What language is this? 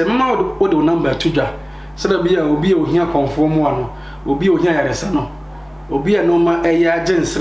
Akan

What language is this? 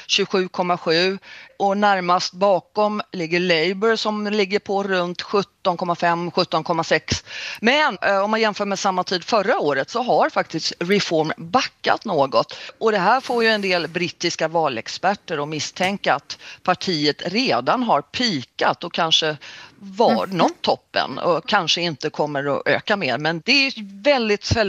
Swedish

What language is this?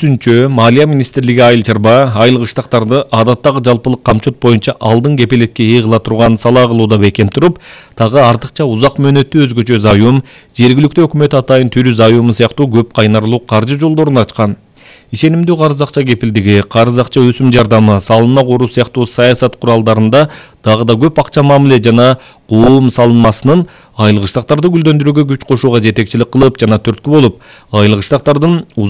Kyrgyz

